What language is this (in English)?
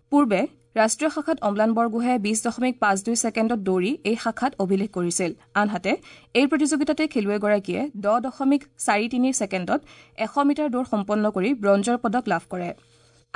Assamese